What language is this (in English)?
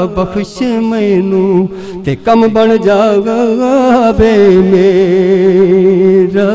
Saraiki